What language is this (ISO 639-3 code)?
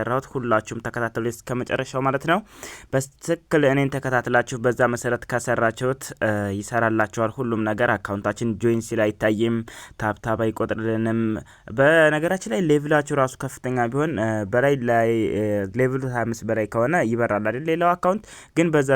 amh